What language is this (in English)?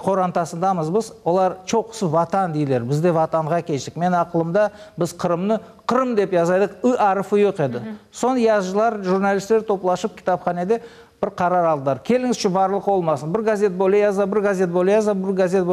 Crimean Tatar